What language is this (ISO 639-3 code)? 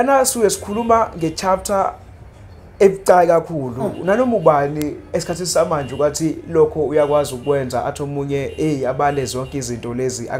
zul